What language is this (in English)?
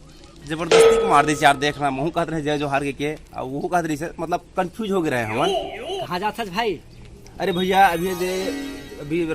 Chhattisgarhi